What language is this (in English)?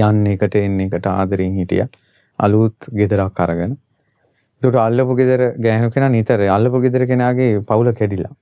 Sinhala